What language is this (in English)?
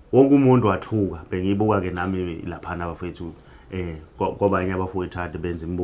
Zulu